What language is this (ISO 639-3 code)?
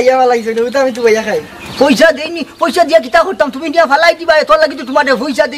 syl